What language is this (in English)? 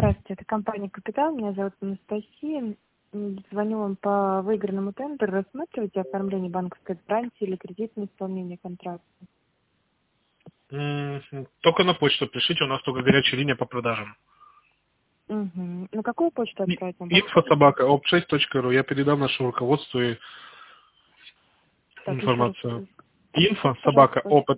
Russian